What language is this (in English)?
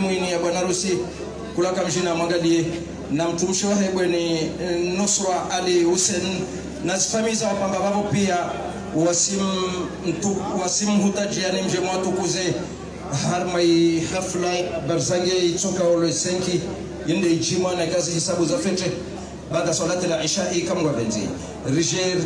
Swahili